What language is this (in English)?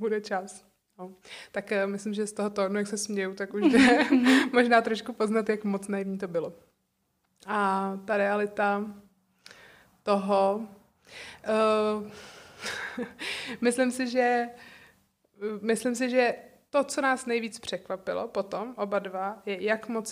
Czech